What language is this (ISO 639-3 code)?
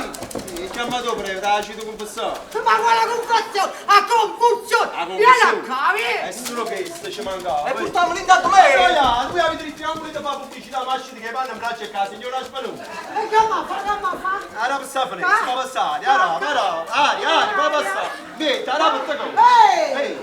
nap